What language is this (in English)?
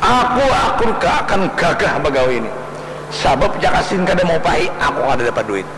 Banjar